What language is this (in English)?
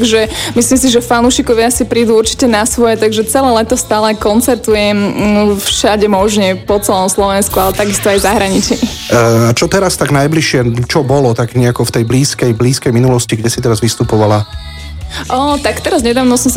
Slovak